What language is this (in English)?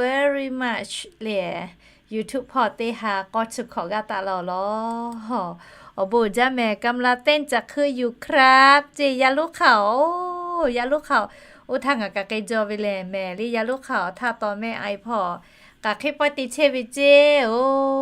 Lahu